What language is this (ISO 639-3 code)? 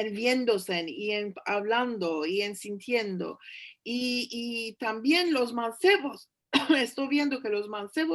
lad